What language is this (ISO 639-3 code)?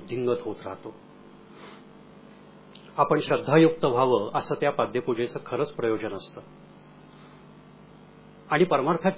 mar